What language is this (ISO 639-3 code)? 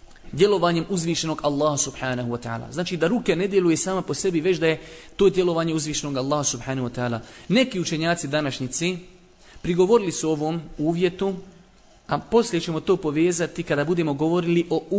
bos